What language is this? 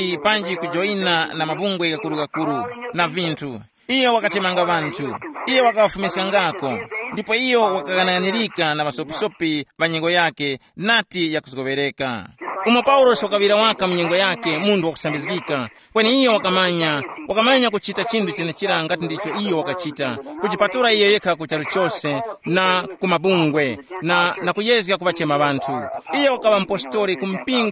Tumbuka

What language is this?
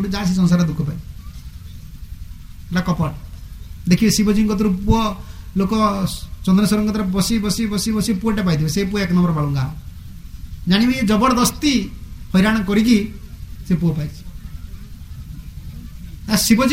Odia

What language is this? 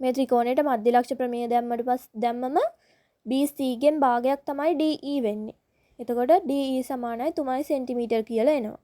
Sinhala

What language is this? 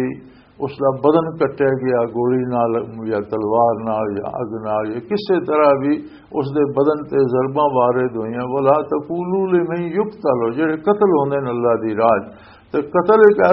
Western Panjabi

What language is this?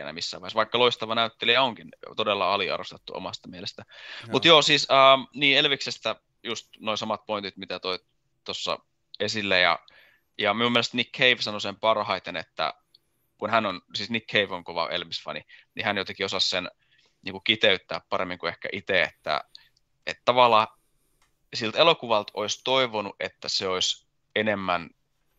Finnish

